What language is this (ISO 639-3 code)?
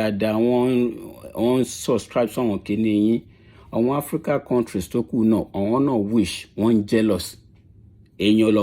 yor